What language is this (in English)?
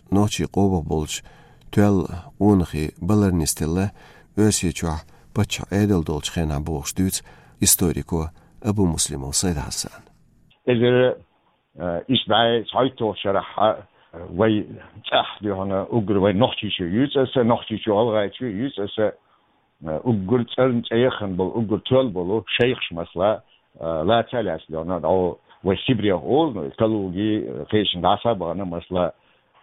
Chechen